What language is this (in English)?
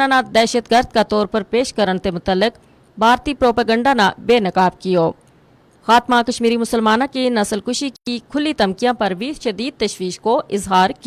Gujari